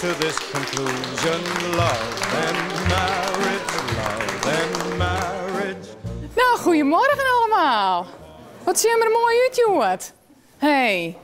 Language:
Western Frisian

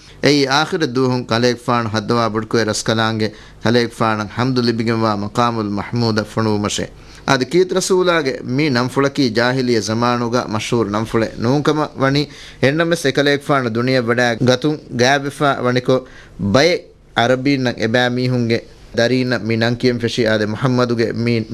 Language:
Divehi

